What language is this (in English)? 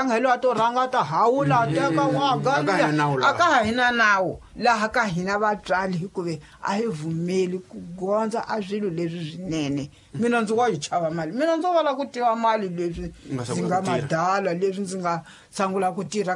Tsonga